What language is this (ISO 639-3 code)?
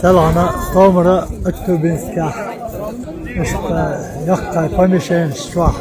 che